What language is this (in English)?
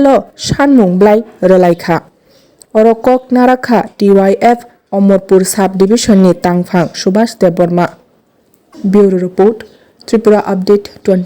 Kok Borok